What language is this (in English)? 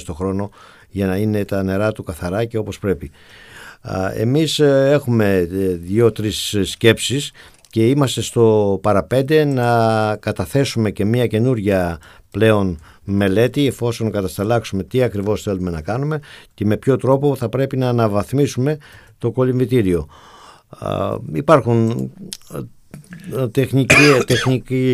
Greek